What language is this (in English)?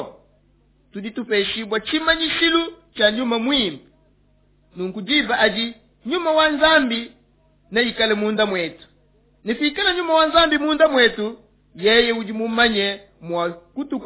Luba-Lulua